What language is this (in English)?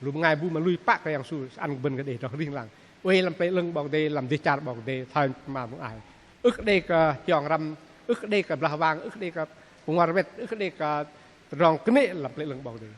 Bahnar